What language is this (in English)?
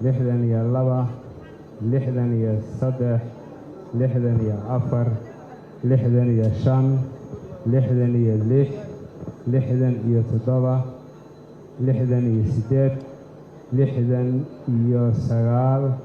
Somali